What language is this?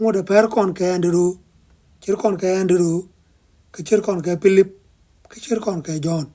Nuer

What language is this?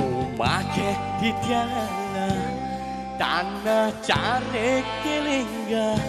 Balinese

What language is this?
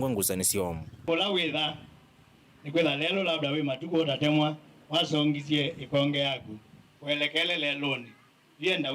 Kamba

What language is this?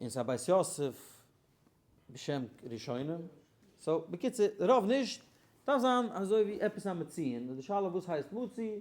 Yiddish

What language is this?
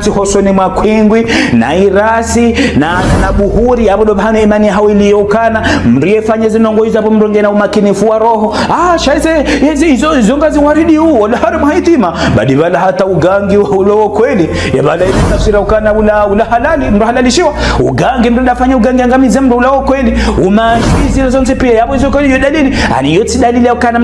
Ngazidja Comorian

